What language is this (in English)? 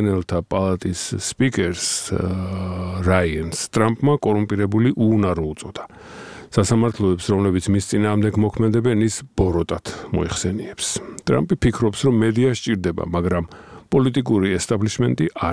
Georgian